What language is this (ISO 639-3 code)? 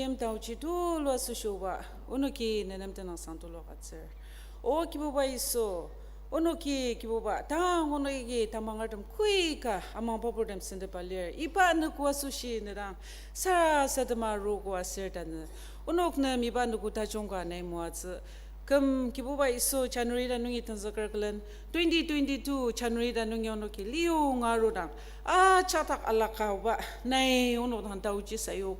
njo